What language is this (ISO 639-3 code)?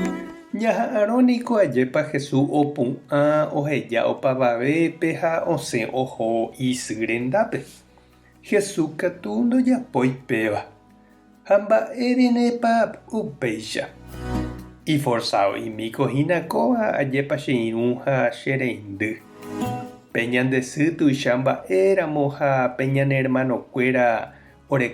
grn